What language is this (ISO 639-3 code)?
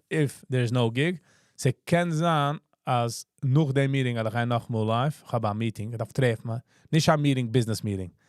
yid